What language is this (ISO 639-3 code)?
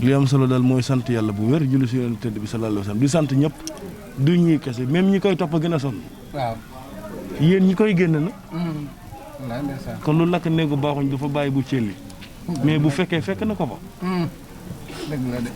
wol